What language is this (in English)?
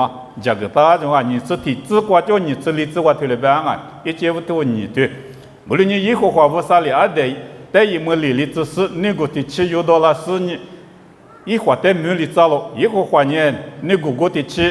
Lisu